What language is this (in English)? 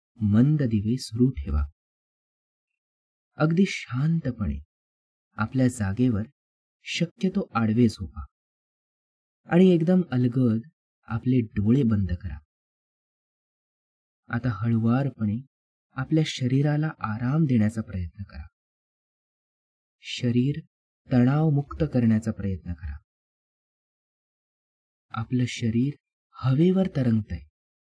Marathi